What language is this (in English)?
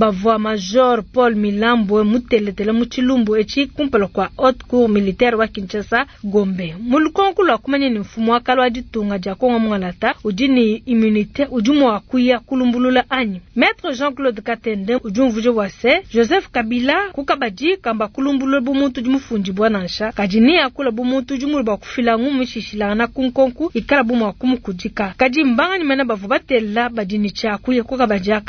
Luba-Lulua